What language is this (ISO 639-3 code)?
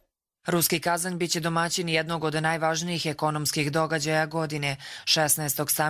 hrv